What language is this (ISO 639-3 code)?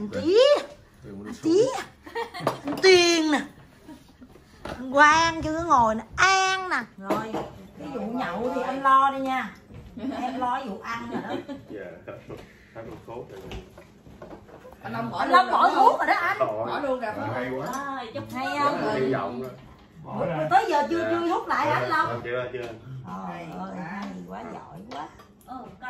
vie